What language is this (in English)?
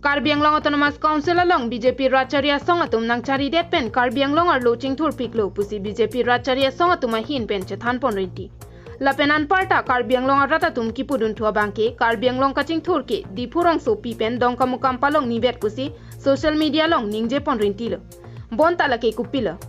Karbi